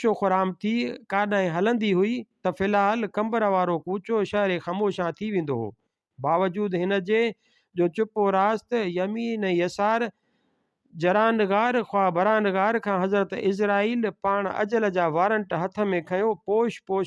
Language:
Sindhi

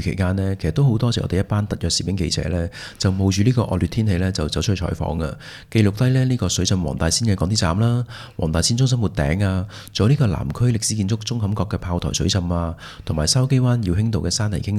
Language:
Cantonese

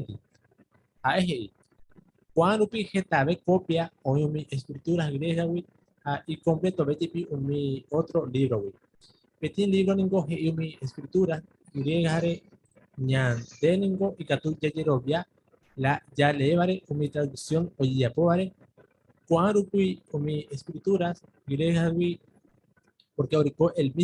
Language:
Guarani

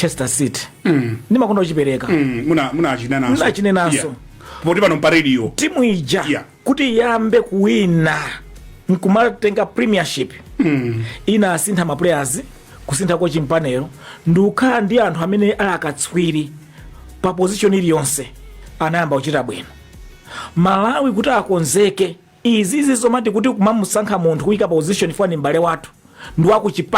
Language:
Nyanja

